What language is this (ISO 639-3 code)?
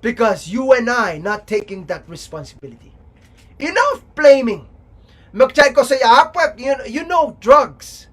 pon